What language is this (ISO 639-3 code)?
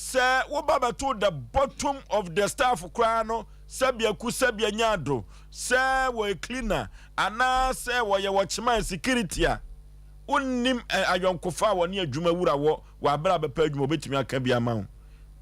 aka